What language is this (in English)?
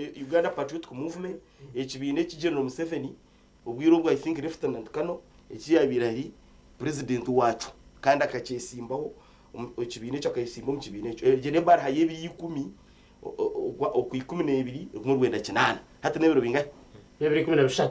Nyankole